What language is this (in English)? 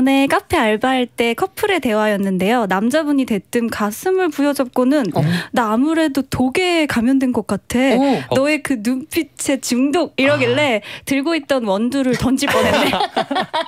Korean